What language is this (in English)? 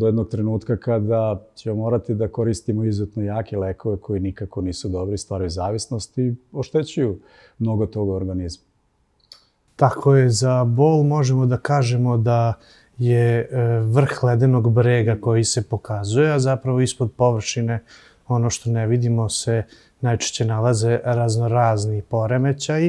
Serbian